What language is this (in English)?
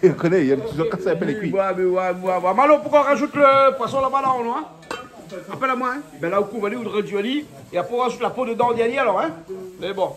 Réunion Creole French